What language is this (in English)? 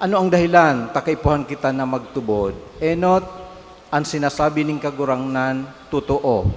Bikol